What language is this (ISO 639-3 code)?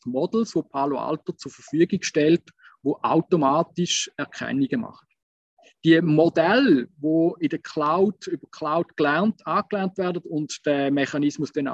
deu